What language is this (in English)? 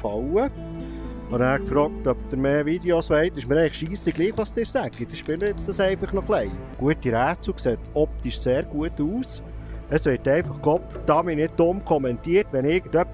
Swiss German